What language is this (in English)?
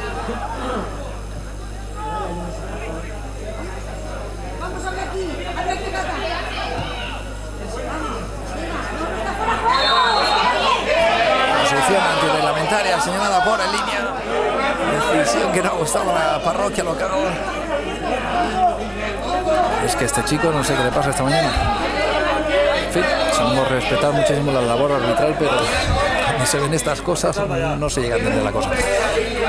Spanish